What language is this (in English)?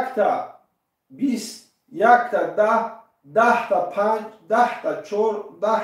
Tajik